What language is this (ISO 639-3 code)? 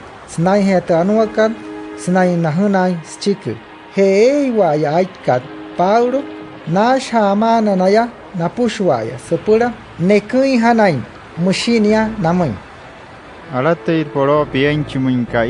guc